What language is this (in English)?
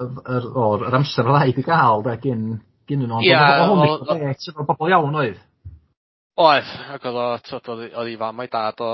Welsh